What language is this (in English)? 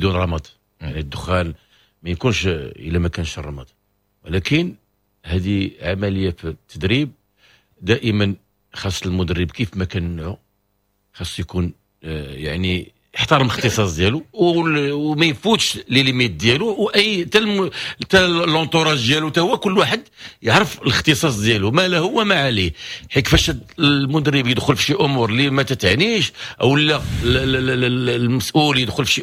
Moroccan Arabic